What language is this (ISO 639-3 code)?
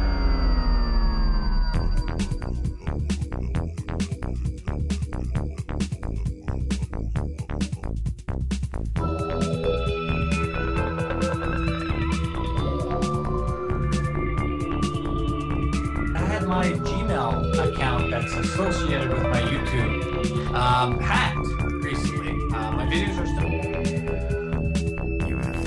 eng